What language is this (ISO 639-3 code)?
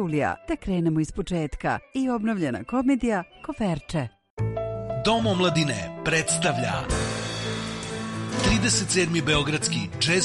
srp